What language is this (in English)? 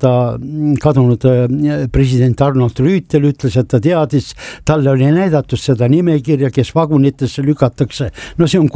Estonian